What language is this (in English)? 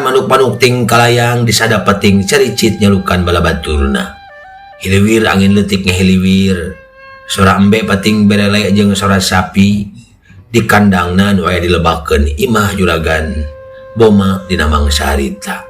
Sundanese